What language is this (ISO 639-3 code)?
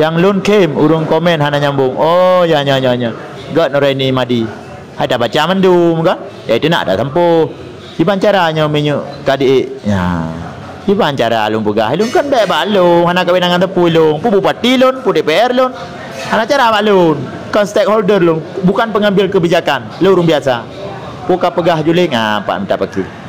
ace